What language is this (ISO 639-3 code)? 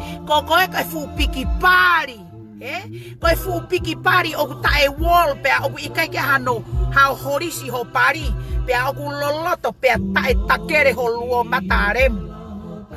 ton